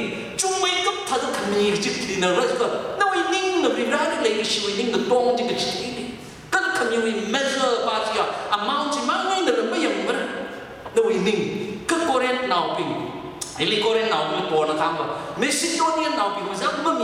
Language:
Tangkhul Naga (India)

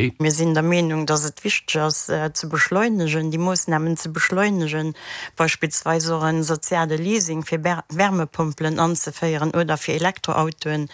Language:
Luxembourgish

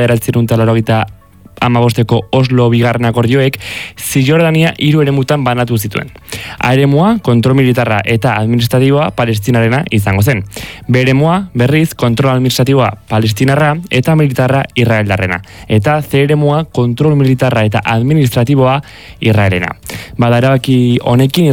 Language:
Basque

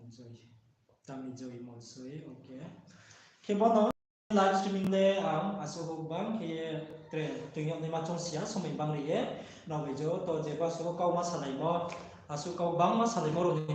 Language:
Riang (India)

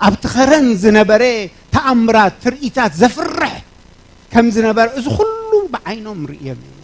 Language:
Tigrinya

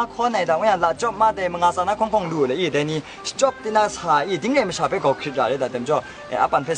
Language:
Kachin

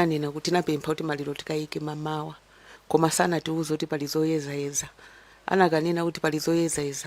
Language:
Nyanja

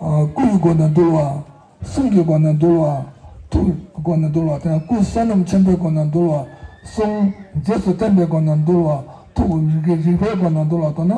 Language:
Tibetan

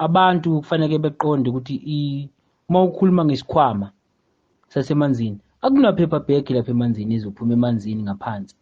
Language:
Zulu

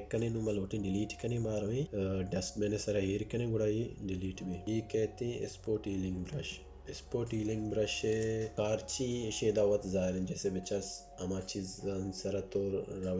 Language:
Baluchi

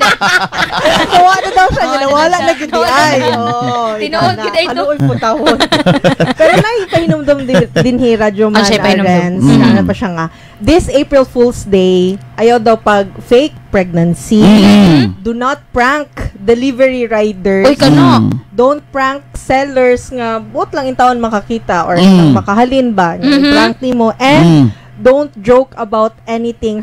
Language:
Cebuano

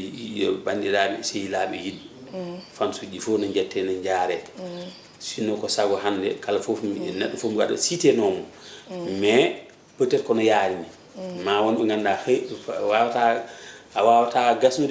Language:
Fula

